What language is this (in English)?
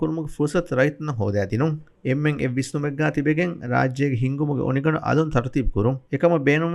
Divehi